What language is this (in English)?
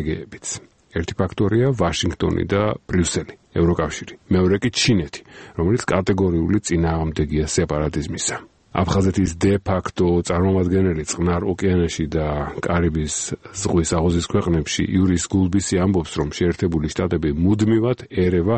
Georgian